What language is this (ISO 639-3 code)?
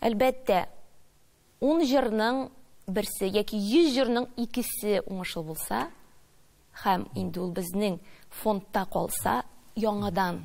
tat